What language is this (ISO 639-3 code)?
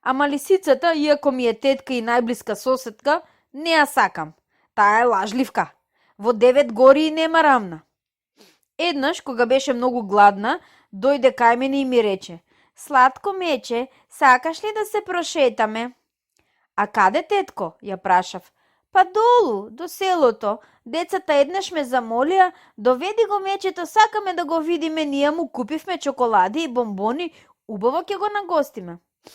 mkd